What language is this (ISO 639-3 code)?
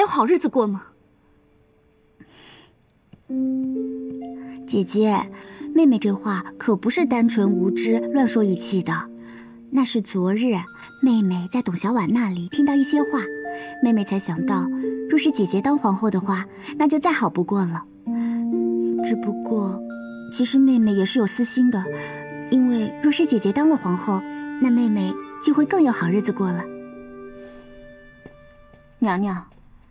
zho